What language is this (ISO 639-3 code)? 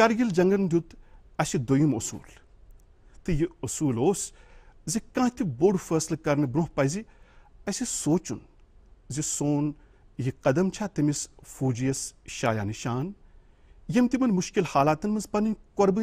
kas